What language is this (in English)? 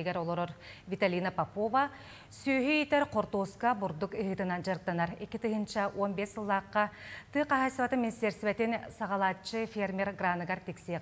Yakut